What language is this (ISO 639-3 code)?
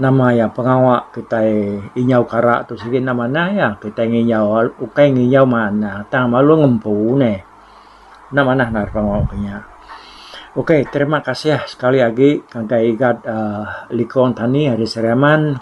iba